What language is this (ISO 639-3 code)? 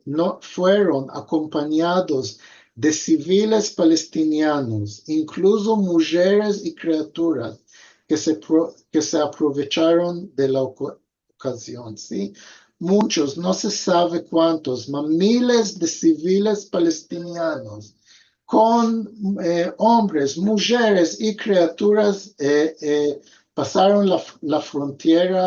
lad